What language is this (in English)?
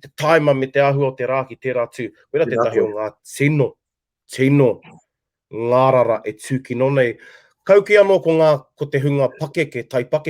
Māori